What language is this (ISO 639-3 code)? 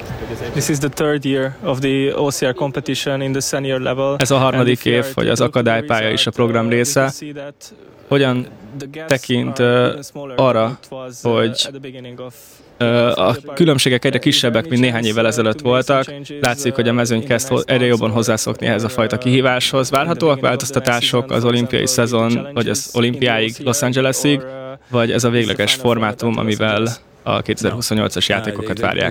hun